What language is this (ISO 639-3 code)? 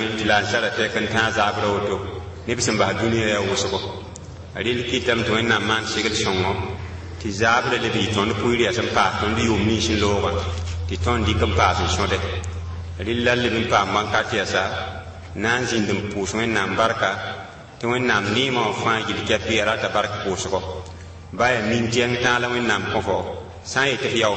mos